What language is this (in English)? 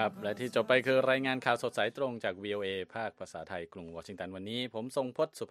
Thai